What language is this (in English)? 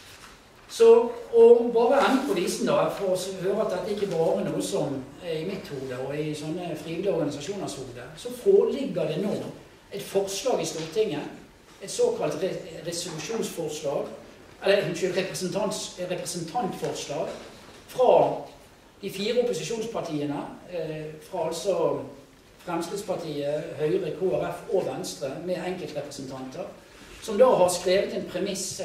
Norwegian